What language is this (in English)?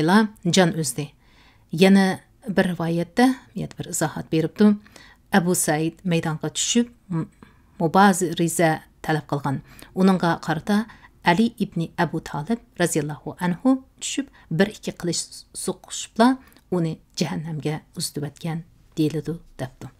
Uyghur